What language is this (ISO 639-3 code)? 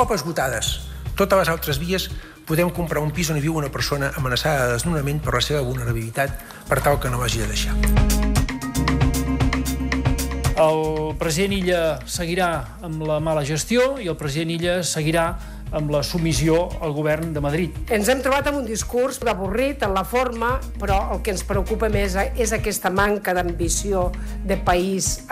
cat